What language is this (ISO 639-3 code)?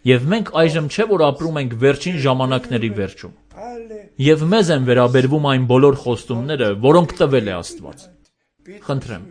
hye